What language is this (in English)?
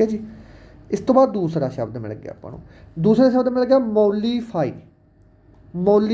Punjabi